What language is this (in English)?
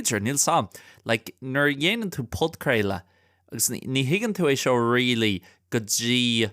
Irish